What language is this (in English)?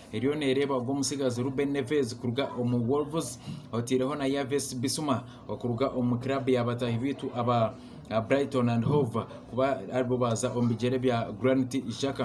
Nyankole